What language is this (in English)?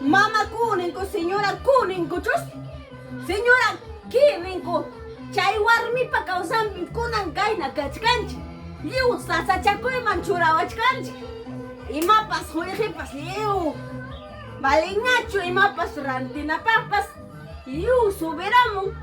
Ayacucho Quechua